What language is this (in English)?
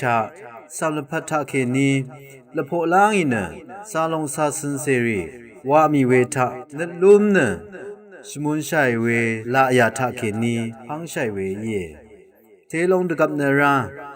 Rawang